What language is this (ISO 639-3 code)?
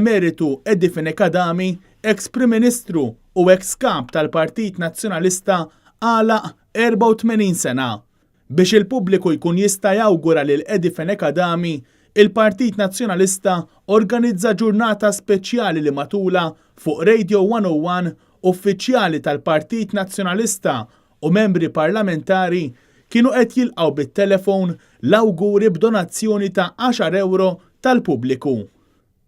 mlt